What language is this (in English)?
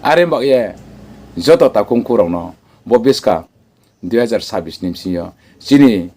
Riang (India)